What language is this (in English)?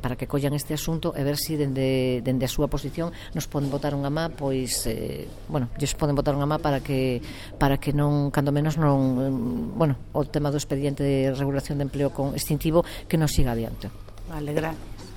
Galician